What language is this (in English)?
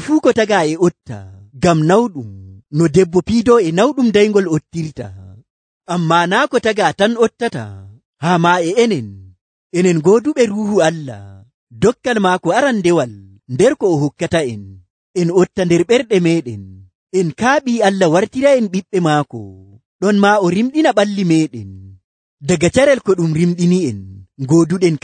Nigerian Fulfulde